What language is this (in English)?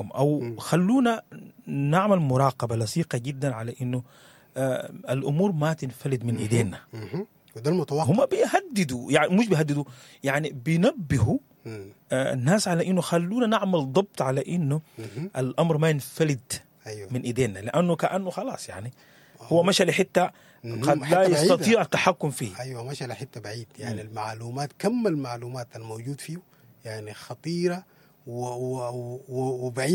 Sudanese Arabic